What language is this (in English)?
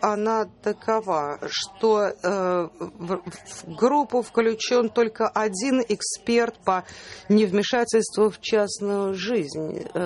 Russian